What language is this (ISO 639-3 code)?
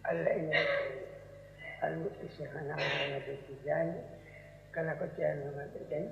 ful